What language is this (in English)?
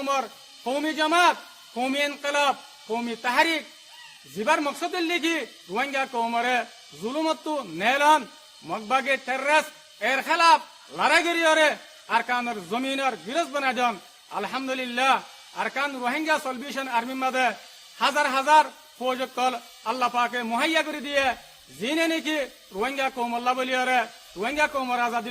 Rohingya